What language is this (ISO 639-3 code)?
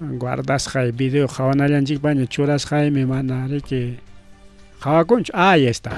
quy